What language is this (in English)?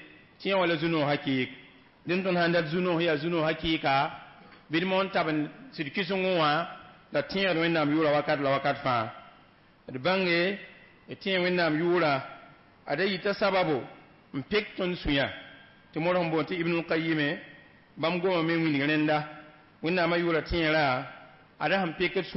Mossi